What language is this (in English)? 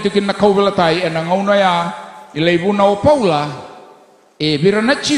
Fijian